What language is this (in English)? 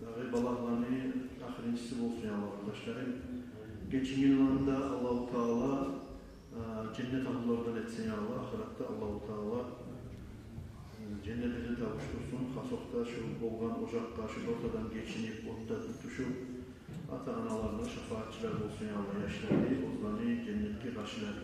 Kumyk